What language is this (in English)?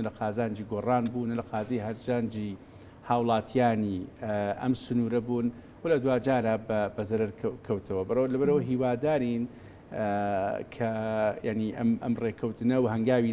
Central Kurdish